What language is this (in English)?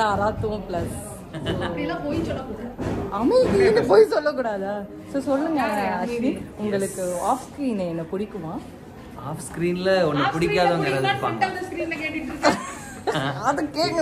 Tamil